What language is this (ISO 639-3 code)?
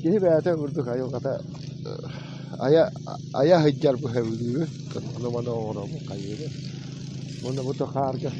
sah